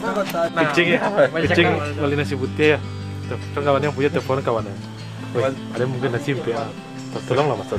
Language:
Minangkabau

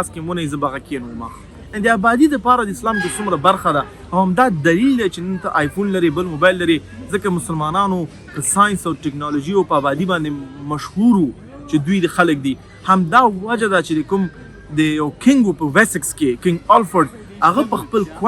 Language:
Pashto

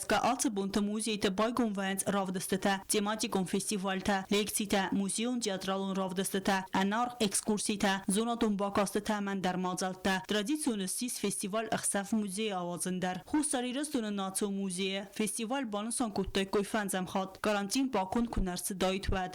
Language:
Ossetic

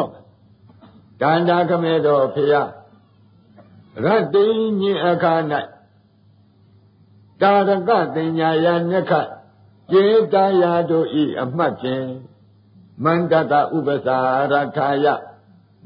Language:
Burmese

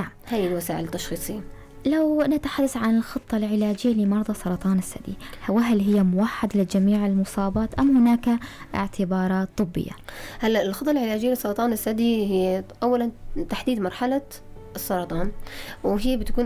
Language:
North Levantine Arabic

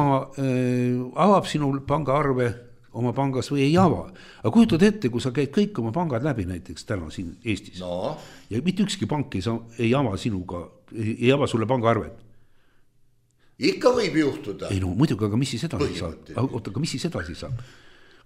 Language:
Estonian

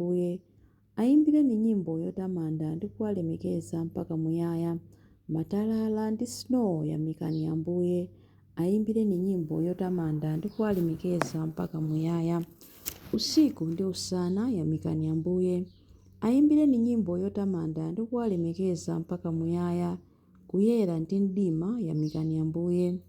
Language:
Nyanja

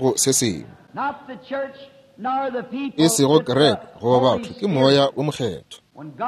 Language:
Northern Sotho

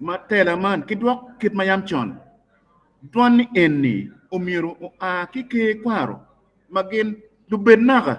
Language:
Acoli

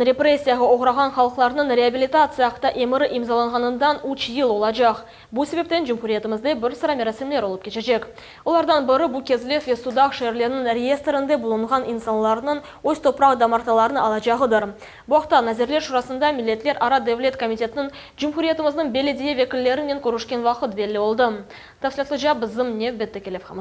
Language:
Crimean Tatar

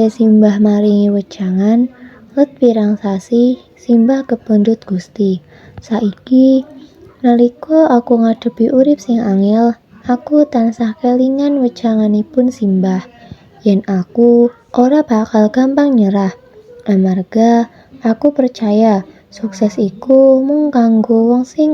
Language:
Javanese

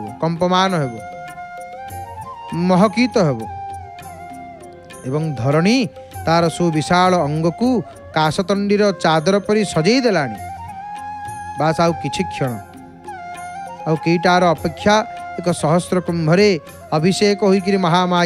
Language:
Odia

